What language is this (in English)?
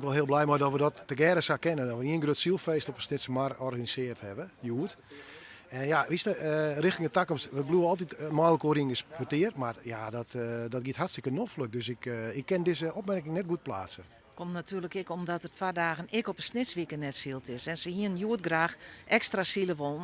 Western Frisian